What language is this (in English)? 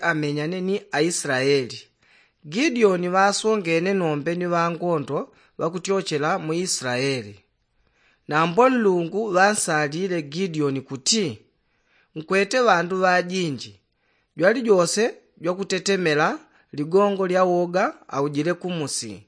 Yao